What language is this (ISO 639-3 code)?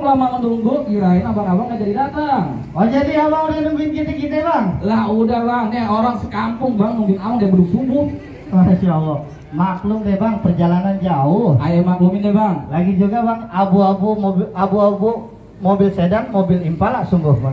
bew